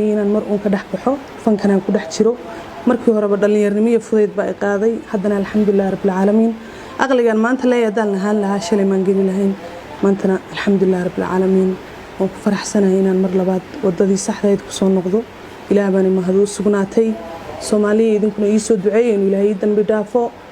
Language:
Somali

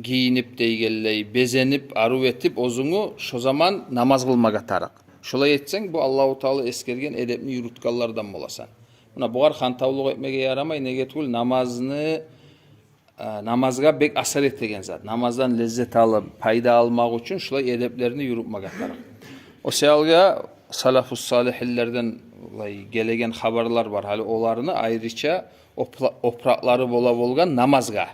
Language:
Kumyk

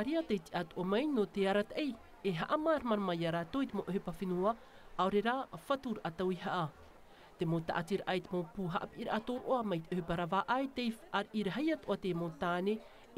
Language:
Tahitian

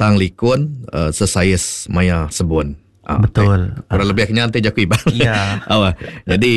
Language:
Iban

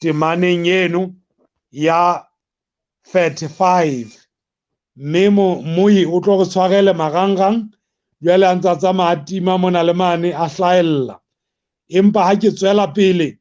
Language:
Southern Sotho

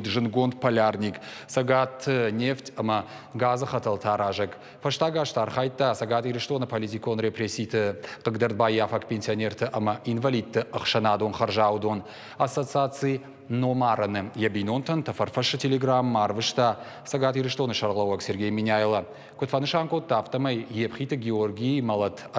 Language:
Ossetic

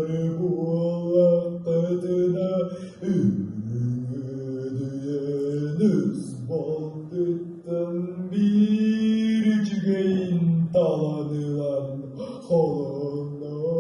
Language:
Yakut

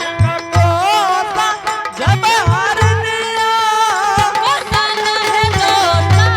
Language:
Angika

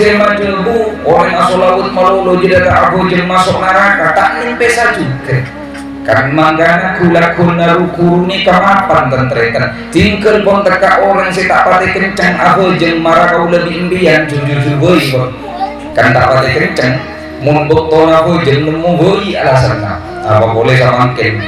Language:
Madurese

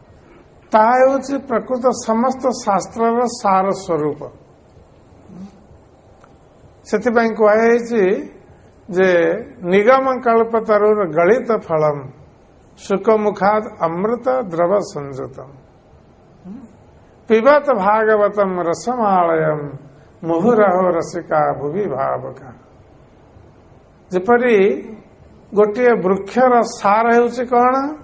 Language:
Odia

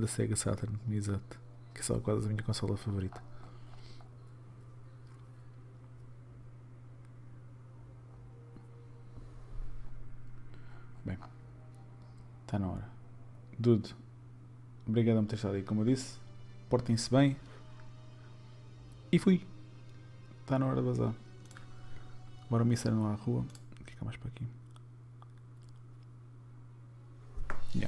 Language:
Portuguese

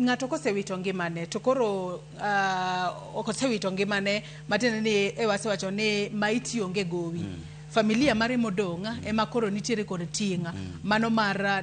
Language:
Luo (Kenya and Tanzania)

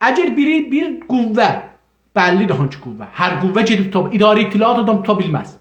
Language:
South Azerbaijani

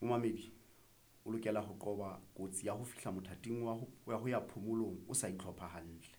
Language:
Southern Sotho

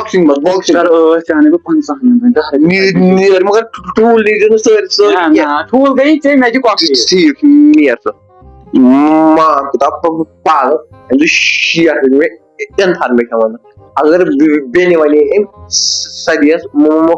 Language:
Kashmiri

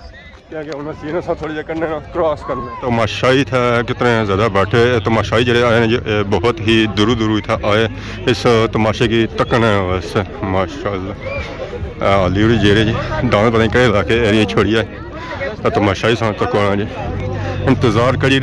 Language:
Pahari-Potwari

